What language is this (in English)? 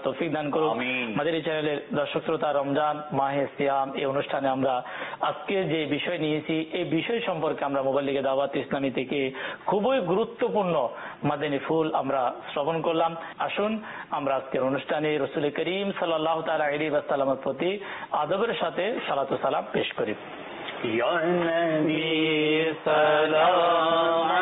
Bangla